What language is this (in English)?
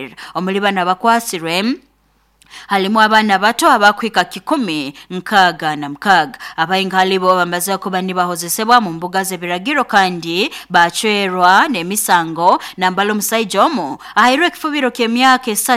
Nyoro